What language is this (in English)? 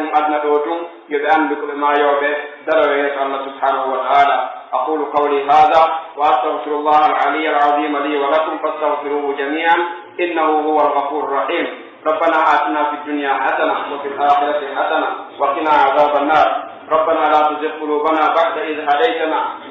Pular